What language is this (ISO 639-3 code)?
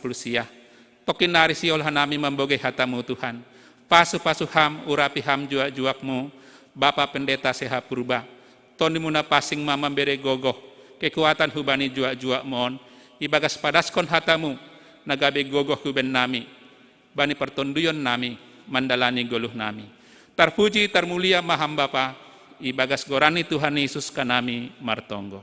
bts